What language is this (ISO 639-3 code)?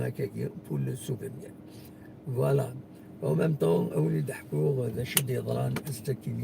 kab